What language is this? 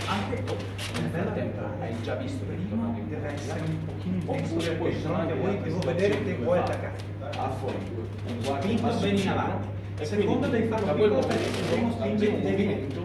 Italian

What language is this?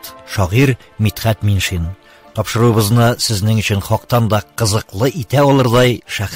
Tatar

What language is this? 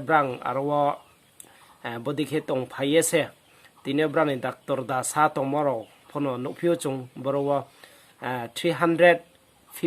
Riang (India)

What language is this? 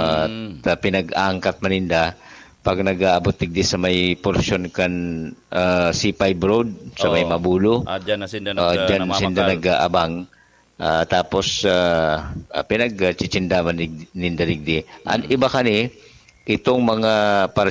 Bikol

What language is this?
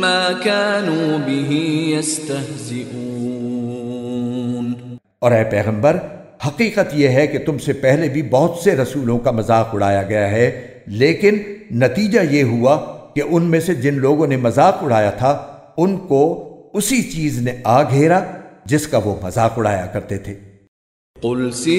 Urdu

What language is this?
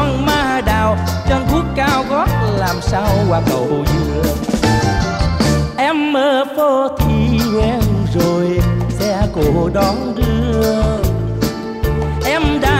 Vietnamese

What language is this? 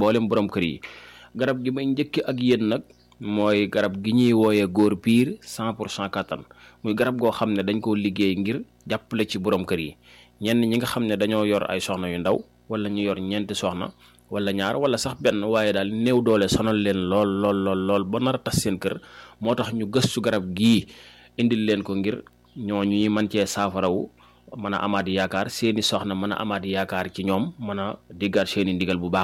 Wolof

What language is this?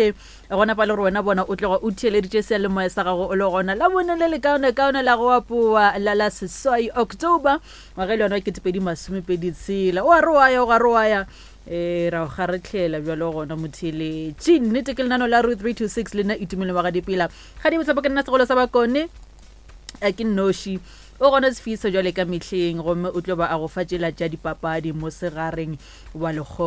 Northern Sotho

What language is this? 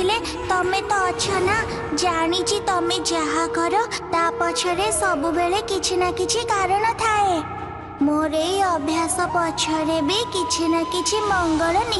Odia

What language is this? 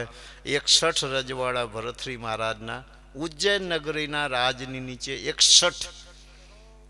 Gujarati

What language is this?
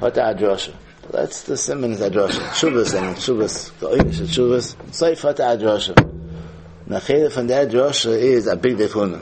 Yiddish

